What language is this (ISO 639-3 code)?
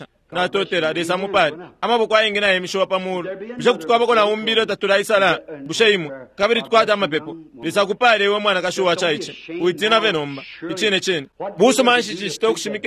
bem